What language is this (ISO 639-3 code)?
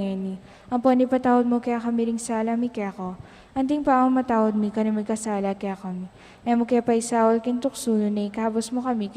pam